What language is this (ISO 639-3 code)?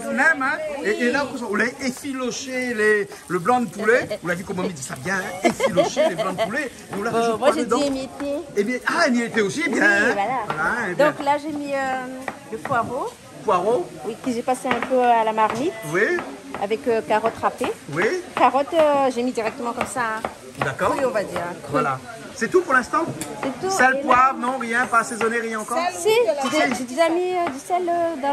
rcf